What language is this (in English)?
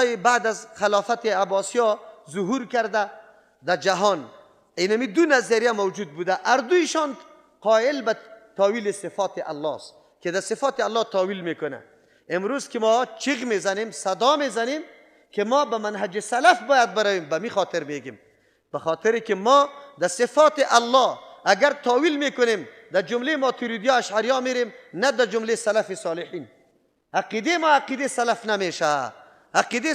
Persian